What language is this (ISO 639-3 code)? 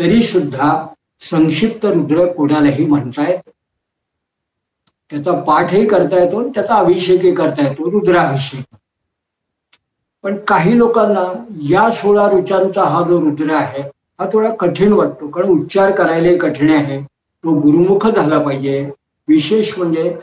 mar